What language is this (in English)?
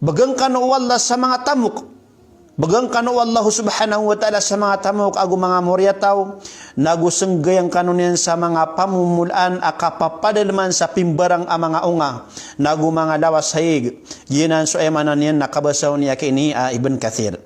Maranao